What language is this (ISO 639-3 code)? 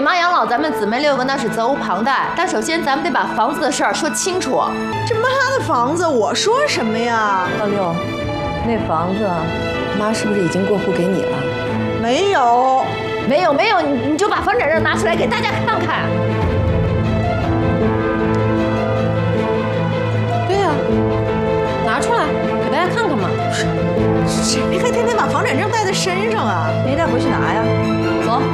zho